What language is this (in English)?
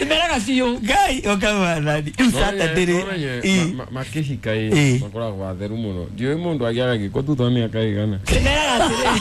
Kikuyu